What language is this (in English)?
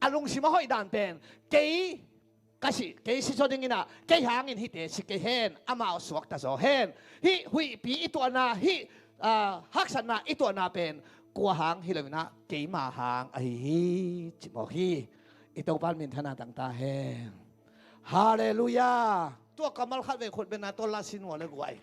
Tedim Chin